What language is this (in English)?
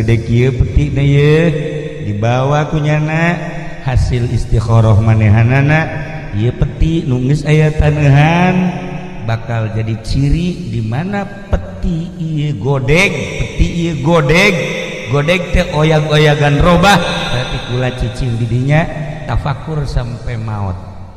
Sundanese